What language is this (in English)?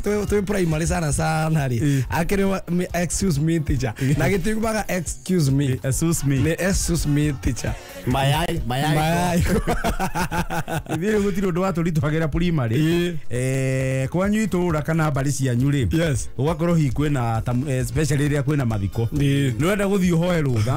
Kikuyu